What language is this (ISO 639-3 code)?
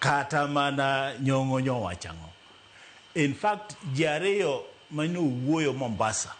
luo